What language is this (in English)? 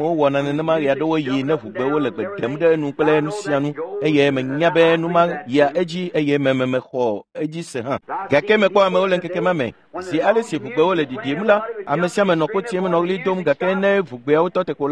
Ewe